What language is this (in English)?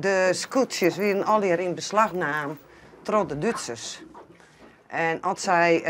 Western Frisian